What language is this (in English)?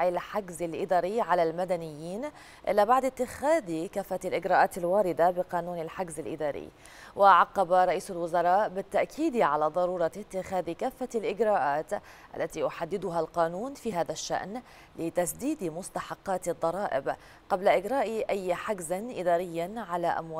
Arabic